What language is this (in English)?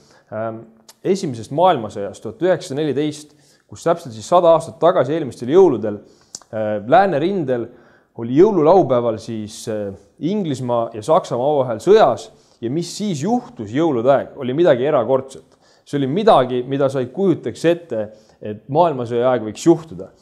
Estonian